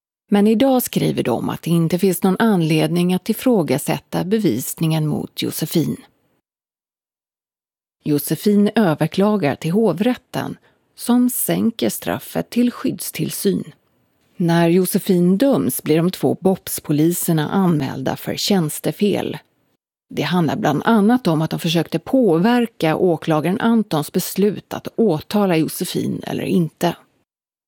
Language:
Swedish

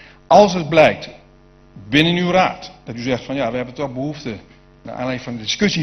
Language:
Dutch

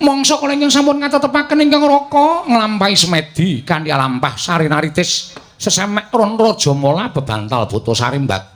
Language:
Javanese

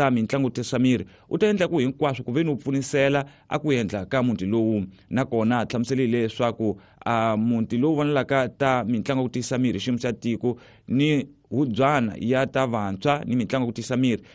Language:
Tsonga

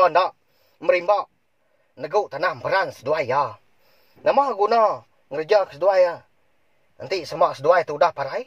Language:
Iban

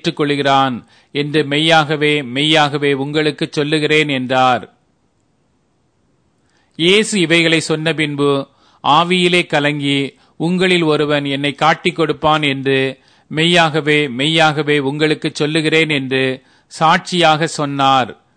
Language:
Tamil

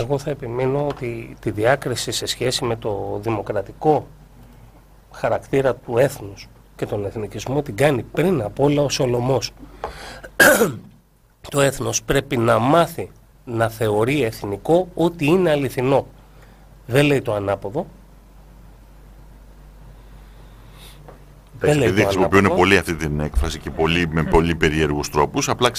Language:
Greek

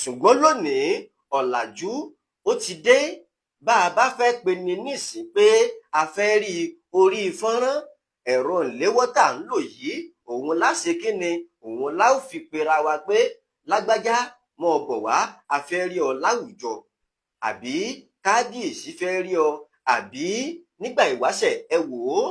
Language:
Yoruba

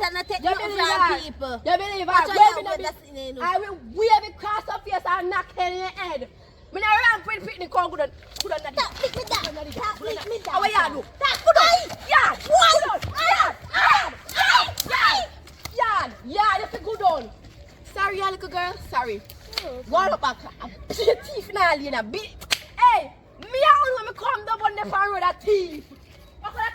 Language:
Jamaican Creole English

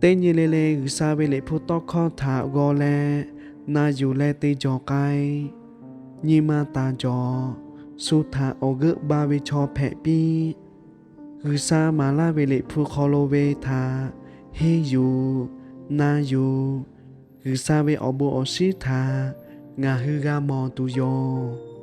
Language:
Lahu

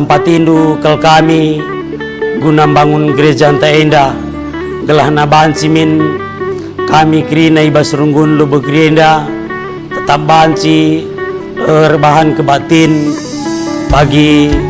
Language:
Batak Karo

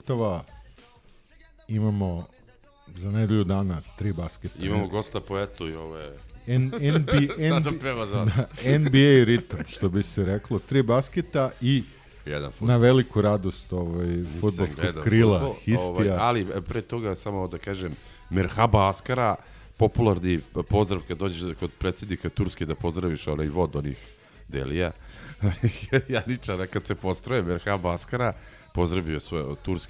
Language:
Serbian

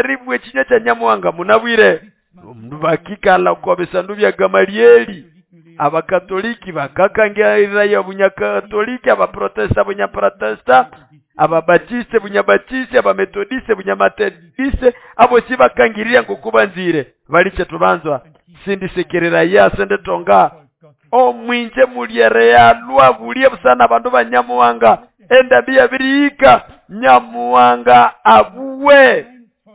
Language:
Nande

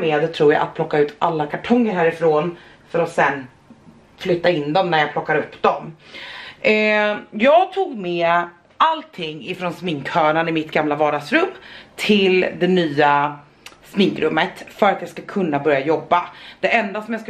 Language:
Swedish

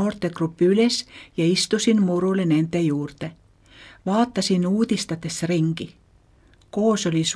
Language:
Estonian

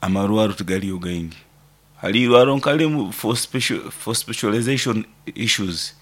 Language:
Nyoro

